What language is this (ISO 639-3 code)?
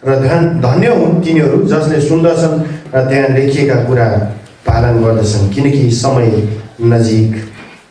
nep